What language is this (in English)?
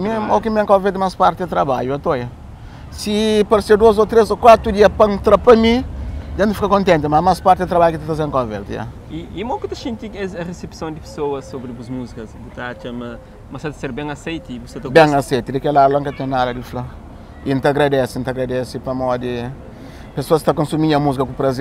Kabuverdianu